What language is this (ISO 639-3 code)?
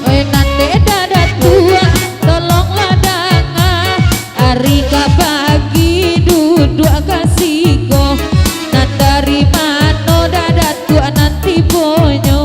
min